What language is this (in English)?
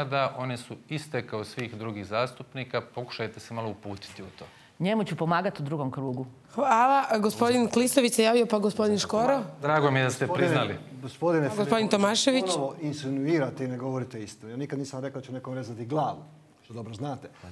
Croatian